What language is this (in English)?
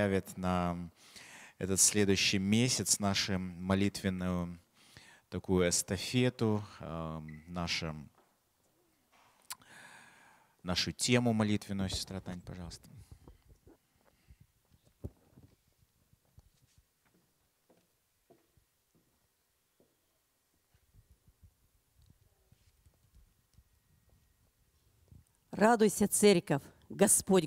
Russian